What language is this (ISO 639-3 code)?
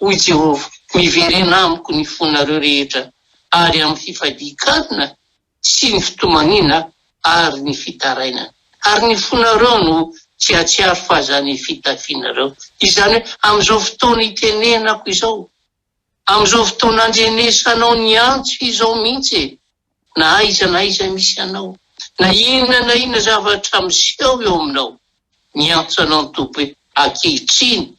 mlg